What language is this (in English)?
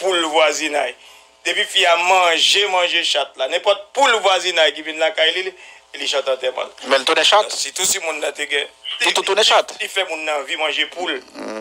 Haitian Creole